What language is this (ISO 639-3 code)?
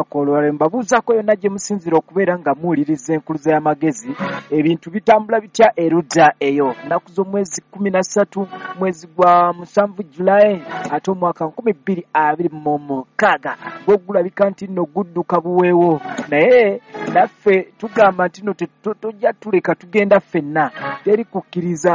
lug